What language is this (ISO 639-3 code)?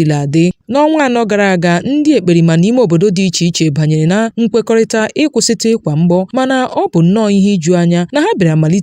ibo